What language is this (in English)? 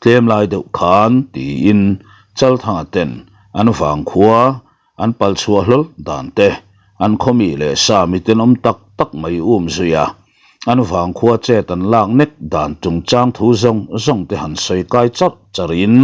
Mizo